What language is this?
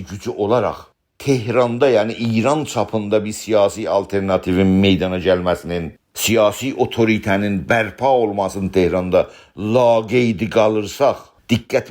South Azerbaijani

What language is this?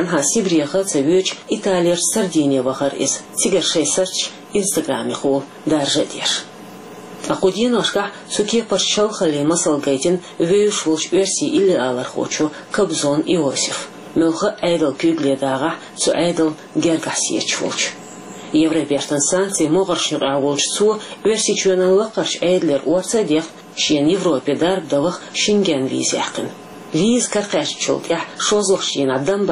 Chechen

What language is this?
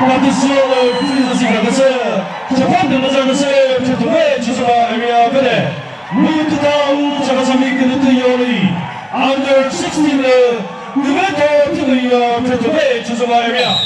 Chokri Naga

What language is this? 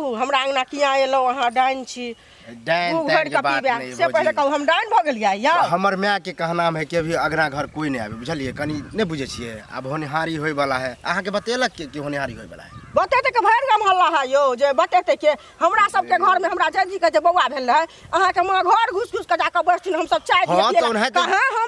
Maithili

